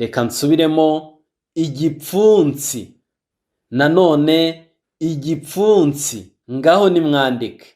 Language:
Kinyarwanda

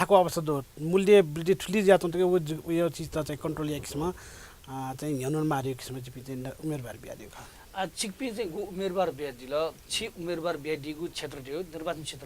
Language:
Newari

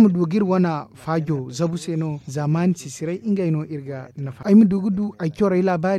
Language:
Zarma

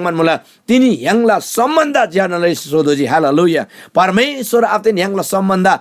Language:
Eastern Tamang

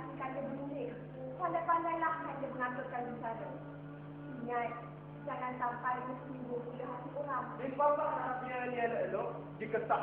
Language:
Minangkabau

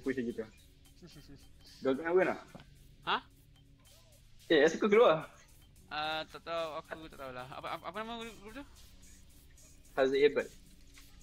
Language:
Malay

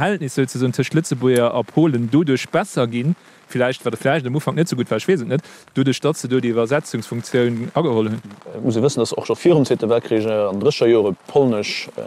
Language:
Luxembourgish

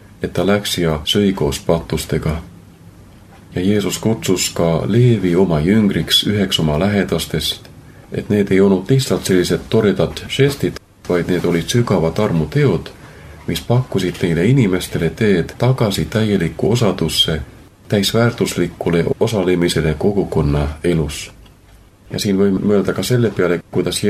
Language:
Estonian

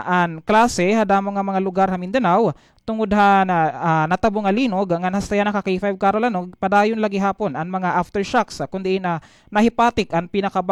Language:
Waray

